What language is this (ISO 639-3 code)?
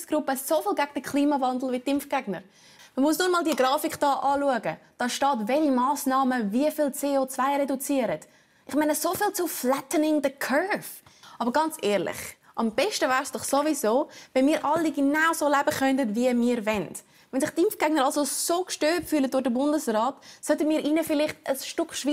gsw